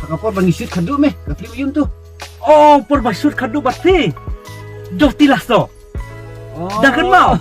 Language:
Khasi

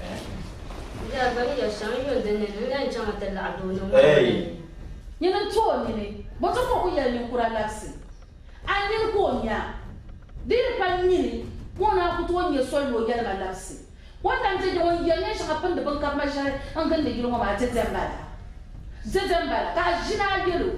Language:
Dagbani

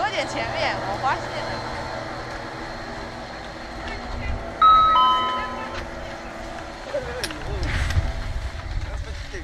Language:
Chinese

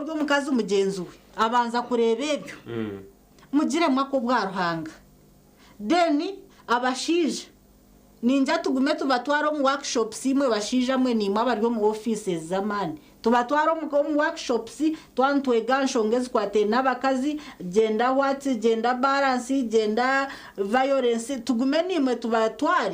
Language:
Nyankole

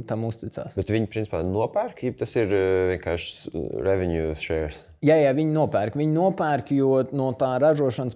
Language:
Latvian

